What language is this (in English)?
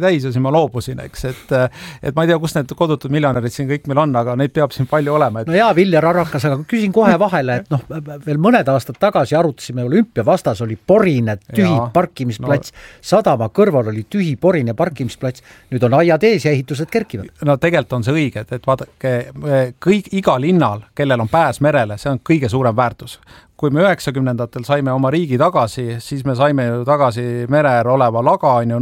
Estonian